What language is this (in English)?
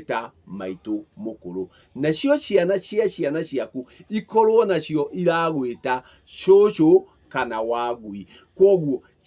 Kikuyu